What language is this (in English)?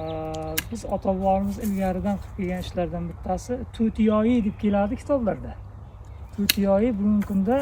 Uzbek